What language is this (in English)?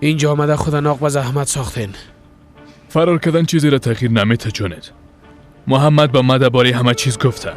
Persian